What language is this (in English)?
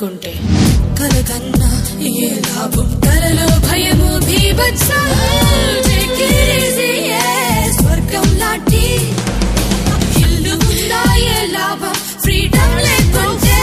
Telugu